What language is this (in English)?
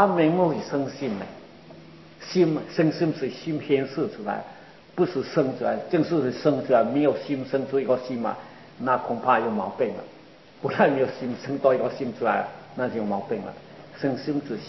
Chinese